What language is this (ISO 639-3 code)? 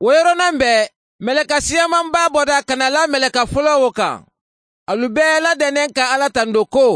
bam